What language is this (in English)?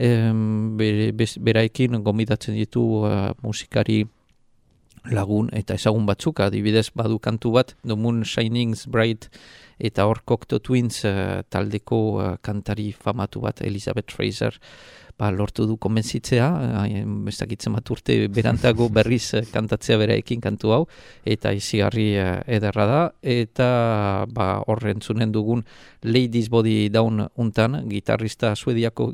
Basque